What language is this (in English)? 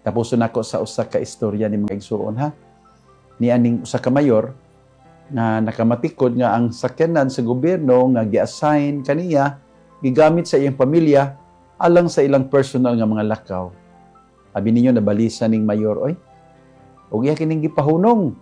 Cebuano